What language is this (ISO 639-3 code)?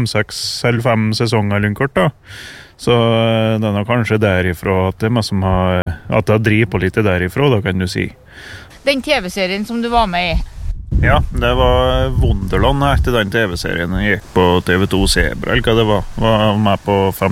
nor